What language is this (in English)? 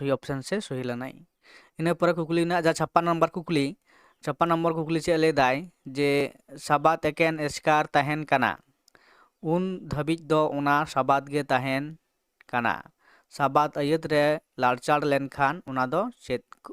Santali